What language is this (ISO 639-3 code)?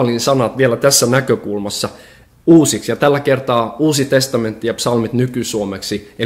fin